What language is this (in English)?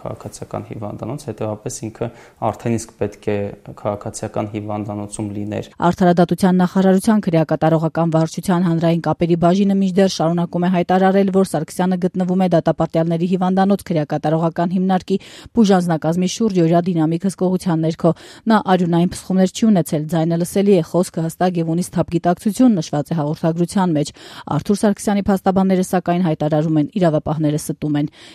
Armenian